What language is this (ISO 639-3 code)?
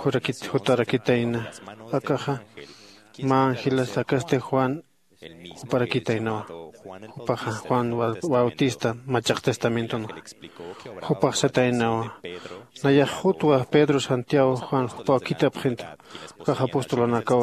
aym